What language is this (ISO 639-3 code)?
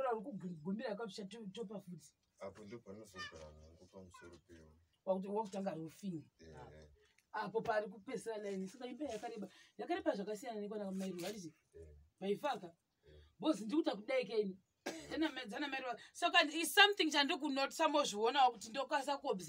sna